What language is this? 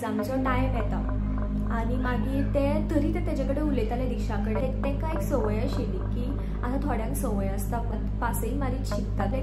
Konkani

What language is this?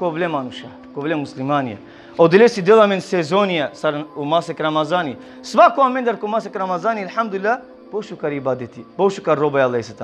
Balkan Romani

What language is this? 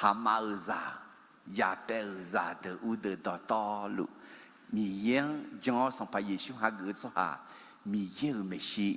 Akha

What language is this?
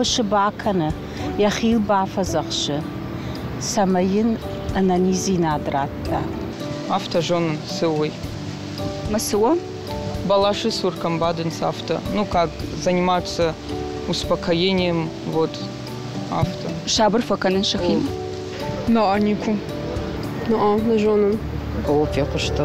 Ossetic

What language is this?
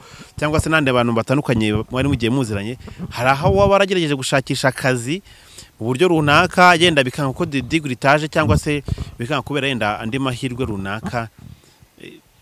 Kinyarwanda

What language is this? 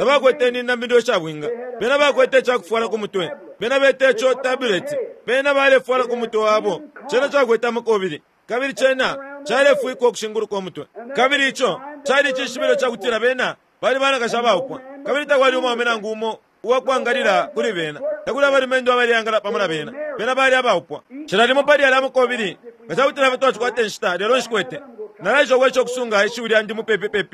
Bemba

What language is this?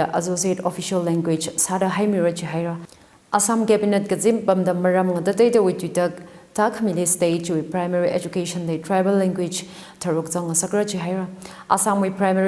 Tangkhul Naga (India)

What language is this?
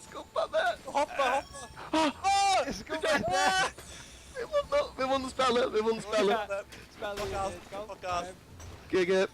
Faroese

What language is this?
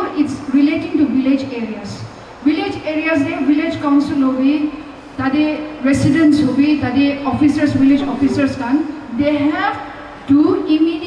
Naga Pidgin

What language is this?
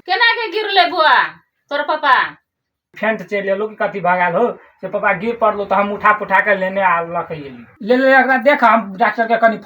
Maithili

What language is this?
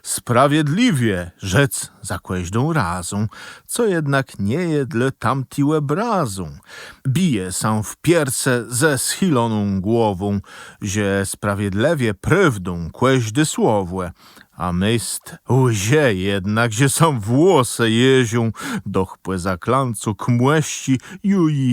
Kashubian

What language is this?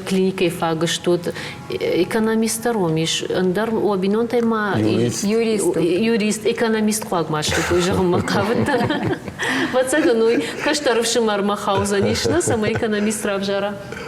Ossetic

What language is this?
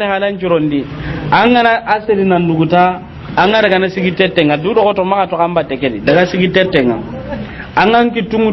Soninke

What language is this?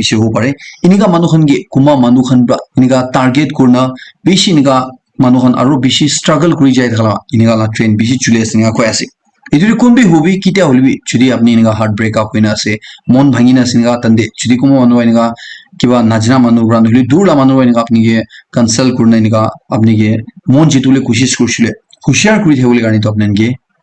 Naga Pidgin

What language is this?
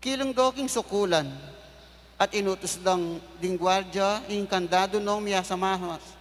Pampanga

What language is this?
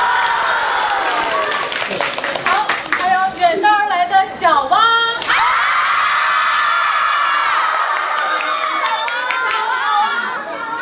Chinese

